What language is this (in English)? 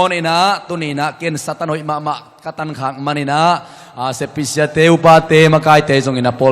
Tedim Chin